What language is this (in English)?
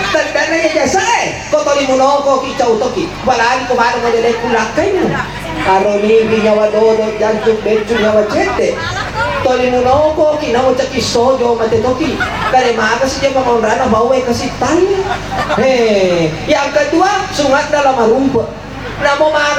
Buginese